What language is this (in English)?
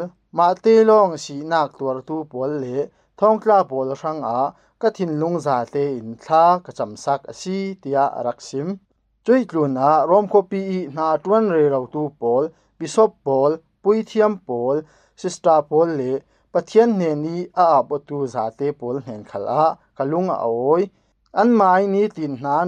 Falam Chin